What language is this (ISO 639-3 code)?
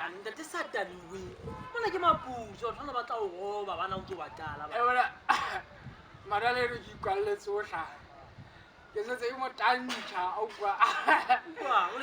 sot